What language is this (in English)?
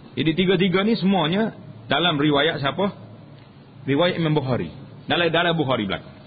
Malay